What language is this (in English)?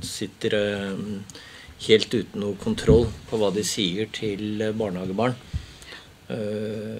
Norwegian